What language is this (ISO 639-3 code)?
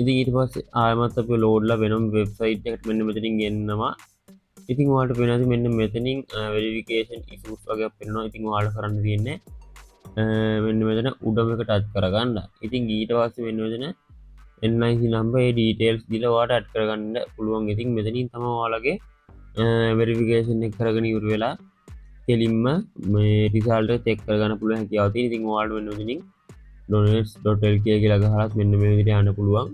sin